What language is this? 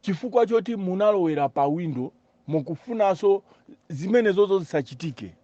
Nyanja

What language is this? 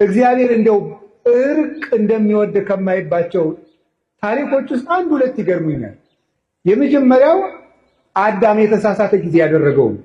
Amharic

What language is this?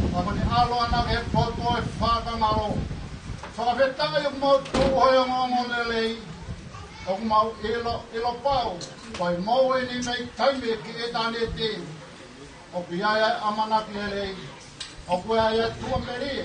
Tongan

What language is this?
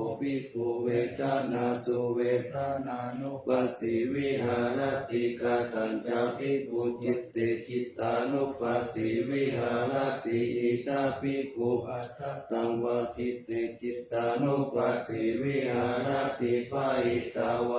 Pali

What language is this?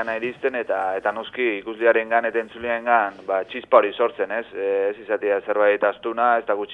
Basque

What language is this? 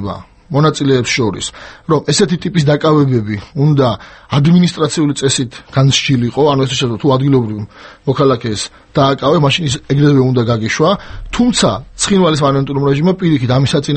Georgian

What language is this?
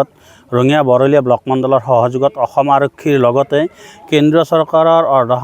Assamese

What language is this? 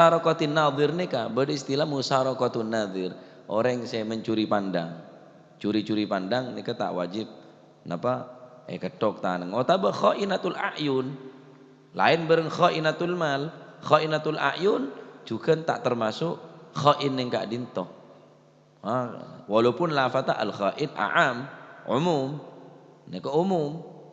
Madurese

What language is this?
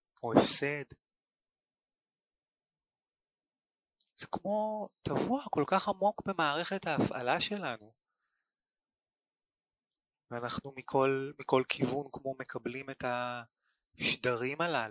Hebrew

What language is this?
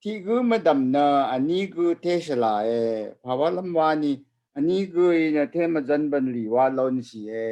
Rawang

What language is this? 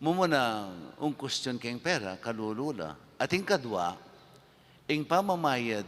Pampanga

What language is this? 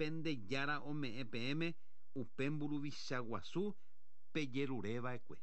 Guarani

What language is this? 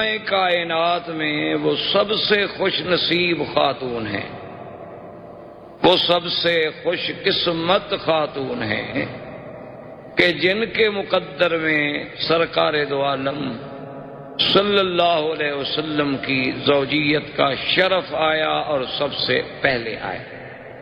Urdu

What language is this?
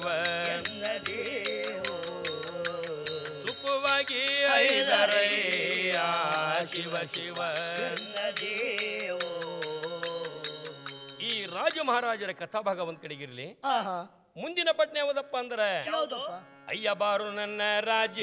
Kannada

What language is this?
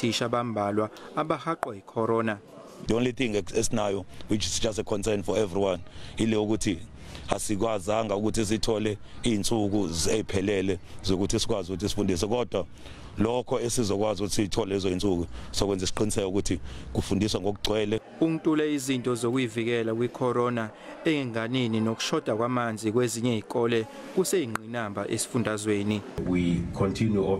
Zulu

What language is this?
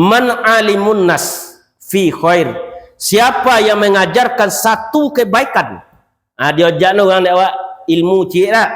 Minangkabau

